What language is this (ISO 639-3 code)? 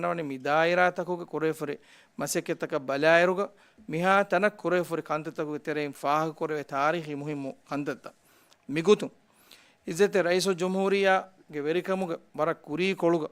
div